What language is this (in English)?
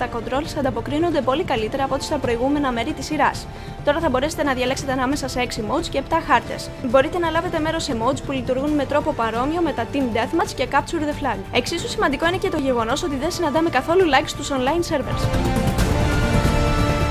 Greek